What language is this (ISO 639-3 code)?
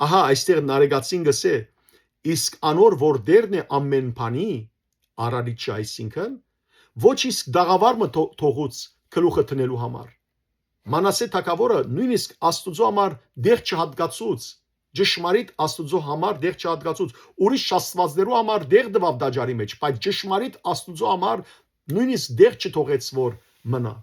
hyw